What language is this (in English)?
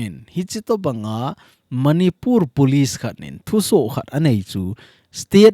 Thado Chin